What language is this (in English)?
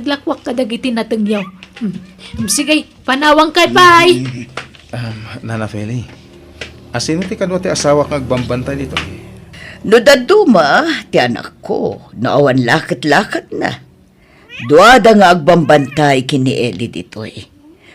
Iloko